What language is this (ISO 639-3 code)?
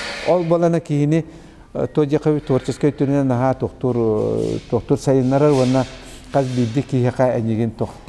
sah